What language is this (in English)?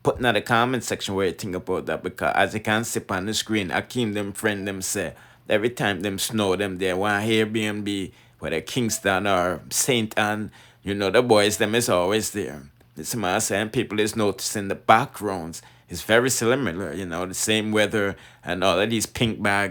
Jamaican Creole English